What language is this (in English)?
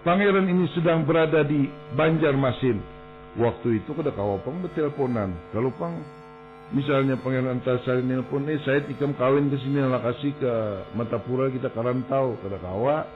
Banjar